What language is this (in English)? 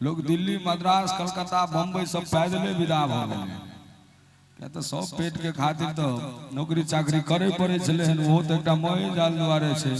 Maithili